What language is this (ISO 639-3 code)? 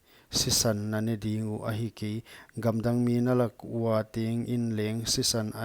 pck